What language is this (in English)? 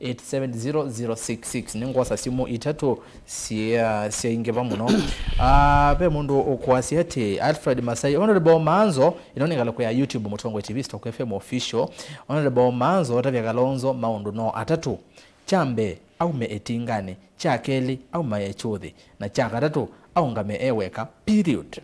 Kamba